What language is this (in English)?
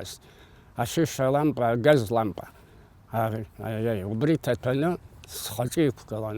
Abkhazian